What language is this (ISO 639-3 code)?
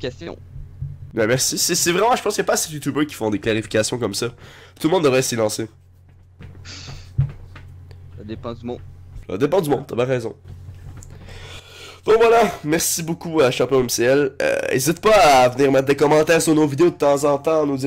fra